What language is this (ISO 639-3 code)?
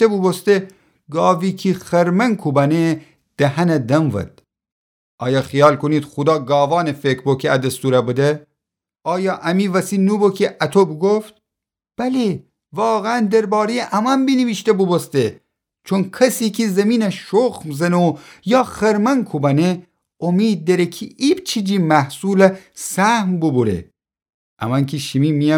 glk